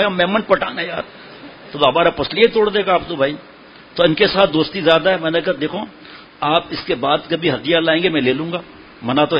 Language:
Urdu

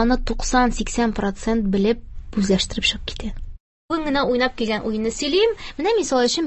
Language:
Tatar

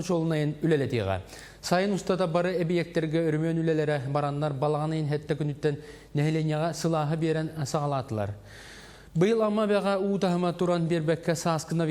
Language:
Yakut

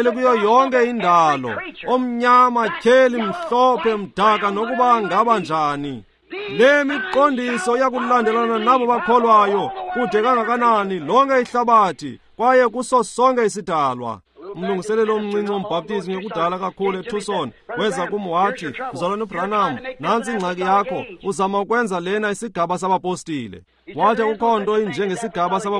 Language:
Xhosa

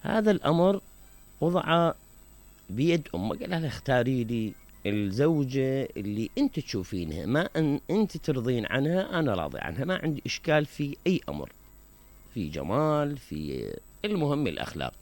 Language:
Mesopotamian Arabic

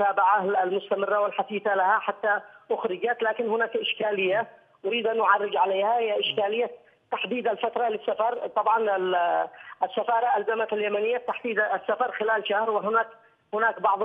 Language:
Arabic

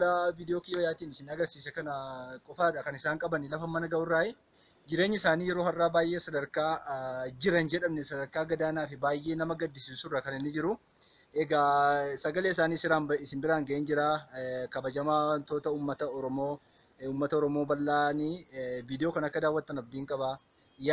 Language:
Oromo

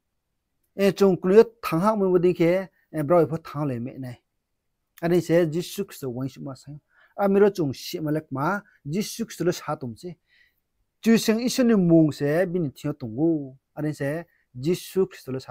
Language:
Riang (India)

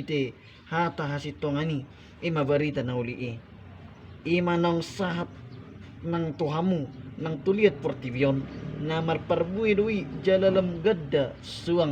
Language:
Batak Toba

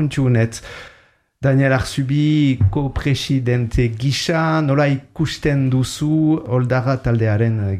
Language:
Basque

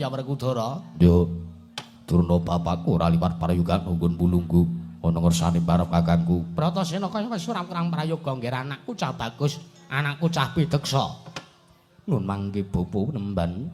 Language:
Javanese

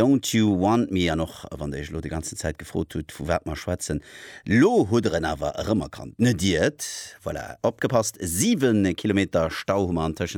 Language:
Luxembourgish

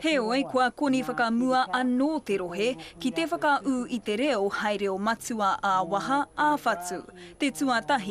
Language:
Māori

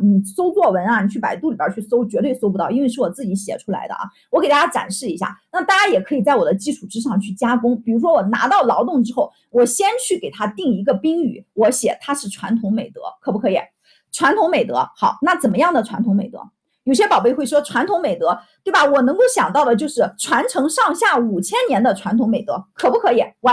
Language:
Chinese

